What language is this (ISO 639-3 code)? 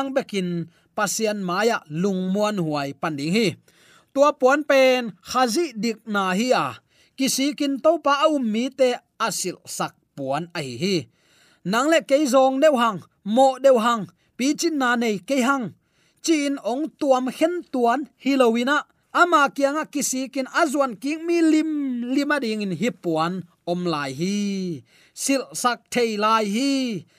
ctd